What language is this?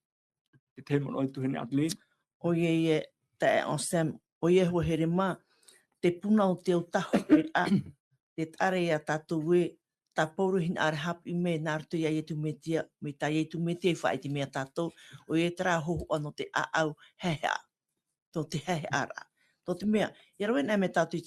Tahitian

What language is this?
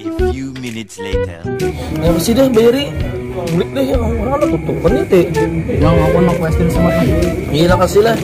Banjar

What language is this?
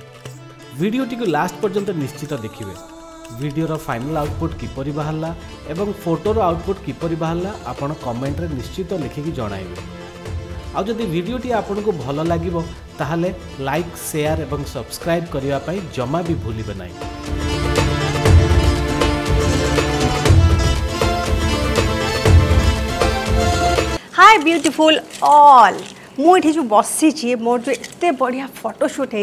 Odia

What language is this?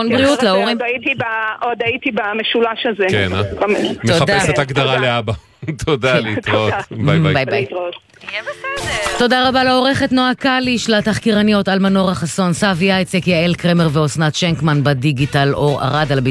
Hebrew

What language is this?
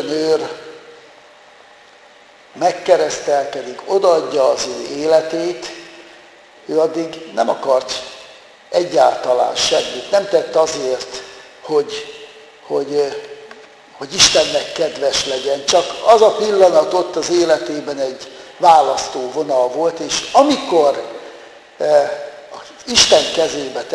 Hungarian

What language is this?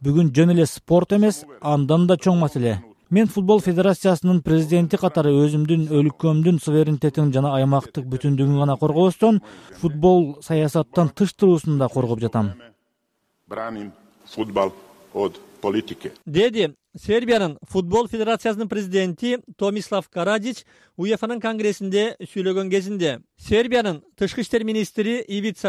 Kyrgyz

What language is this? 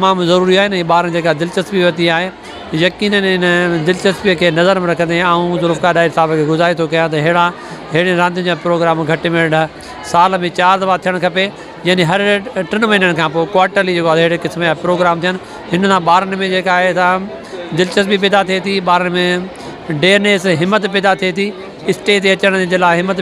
Sindhi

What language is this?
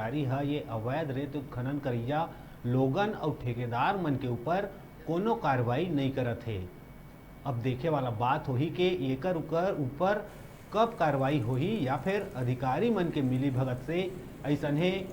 Chhattisgarhi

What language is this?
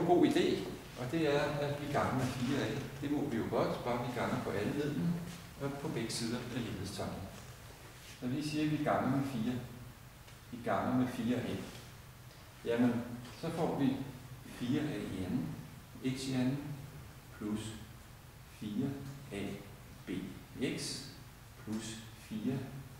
Danish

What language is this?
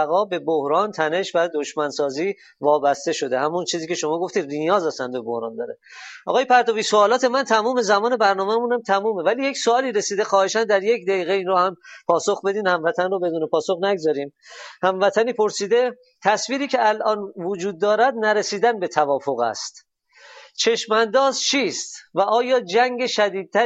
Persian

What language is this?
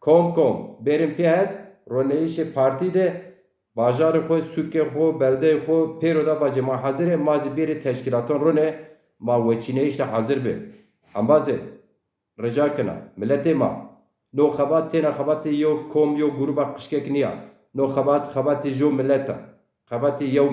Zaza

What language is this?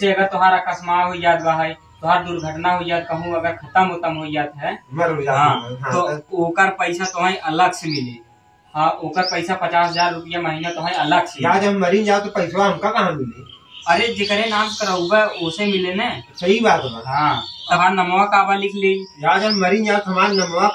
Awadhi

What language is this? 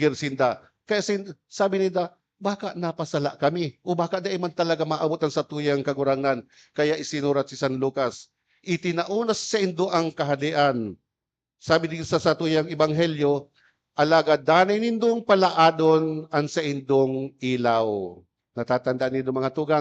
Bikol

